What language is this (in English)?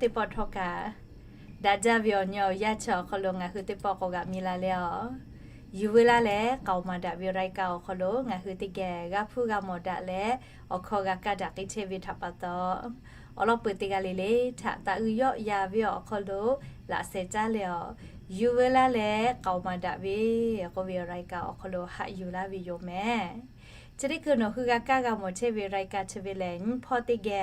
Lahu